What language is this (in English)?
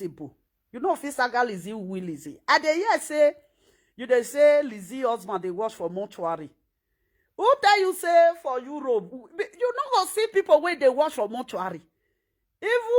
Nigerian Pidgin